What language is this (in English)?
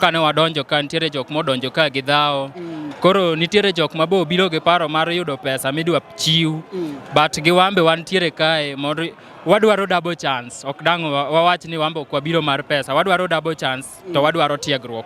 Luo (Kenya and Tanzania)